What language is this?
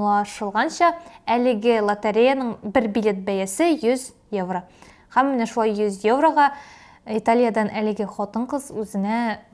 Tatar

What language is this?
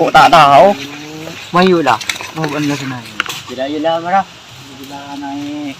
Madurese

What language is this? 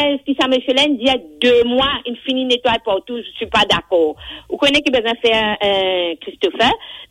Morisyen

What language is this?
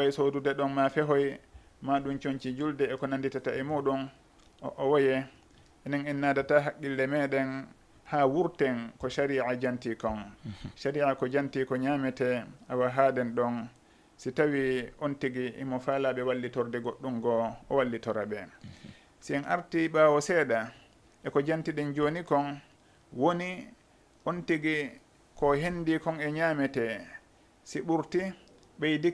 Fula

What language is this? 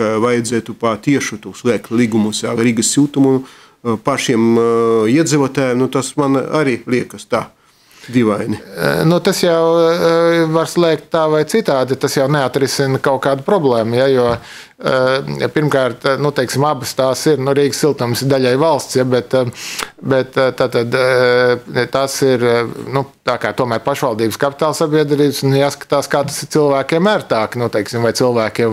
Latvian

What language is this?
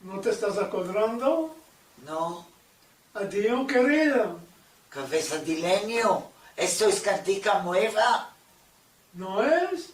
Ladino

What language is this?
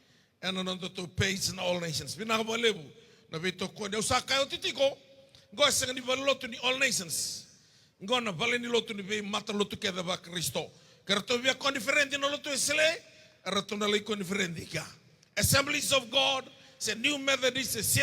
Fijian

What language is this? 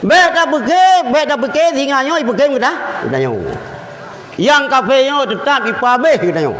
Achinese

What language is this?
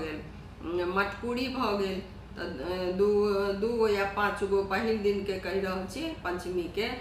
Maithili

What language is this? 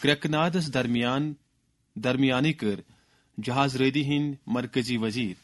Kashmiri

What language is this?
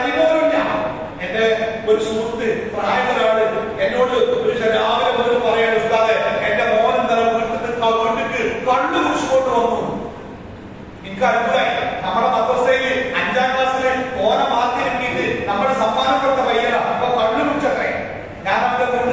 Malayalam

